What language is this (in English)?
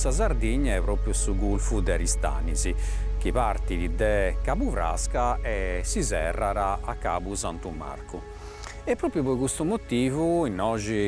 Sardinian